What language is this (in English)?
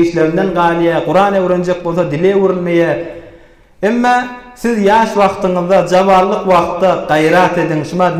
Turkmen